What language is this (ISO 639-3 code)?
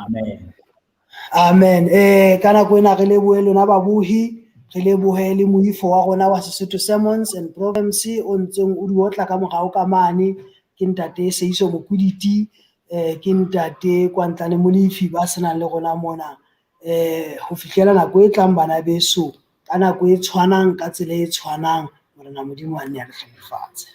sot